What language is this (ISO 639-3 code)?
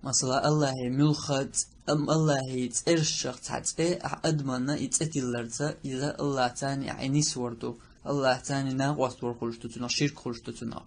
che